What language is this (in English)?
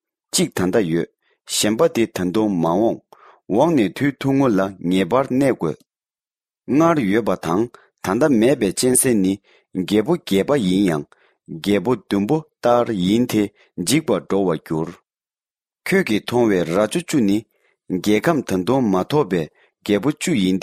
Tibetan